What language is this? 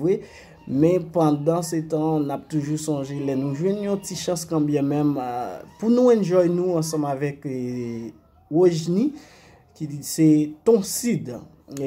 Haitian Creole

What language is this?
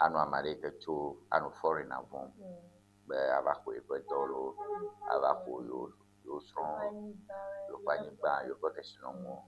Ewe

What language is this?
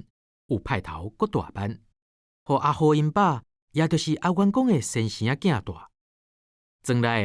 Min Nan Chinese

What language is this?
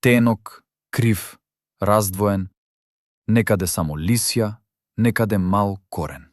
Macedonian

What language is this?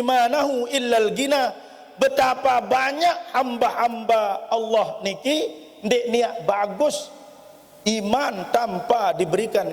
Sasak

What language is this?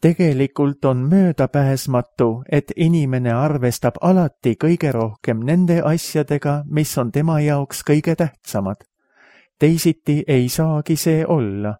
Estonian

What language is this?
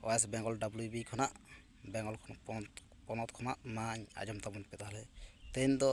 Santali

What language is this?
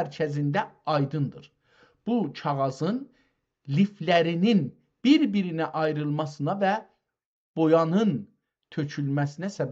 South Azerbaijani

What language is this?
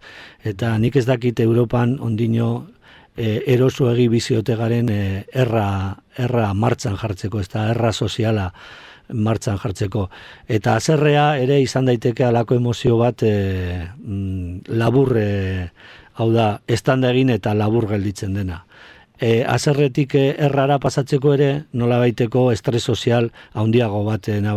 Basque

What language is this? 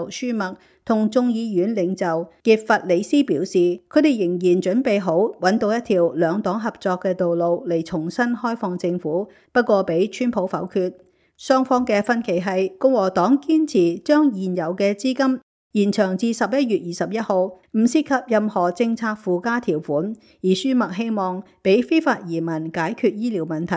Cantonese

